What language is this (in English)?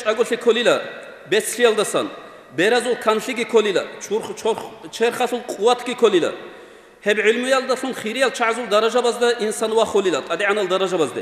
Avaric